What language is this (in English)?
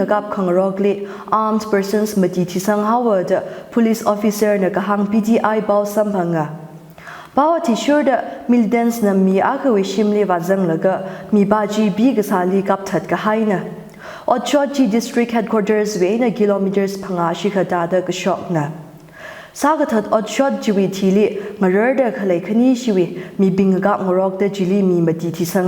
Tangkhul Naga (India)